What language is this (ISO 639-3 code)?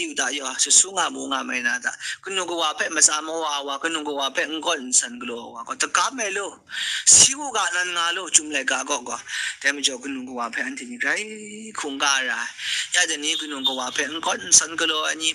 kac